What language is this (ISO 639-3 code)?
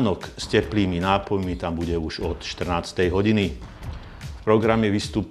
slk